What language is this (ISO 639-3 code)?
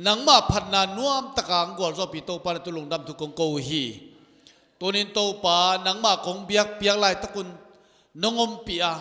ctd